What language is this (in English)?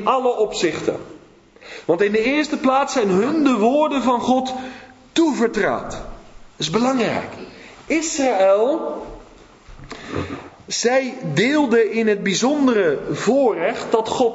Dutch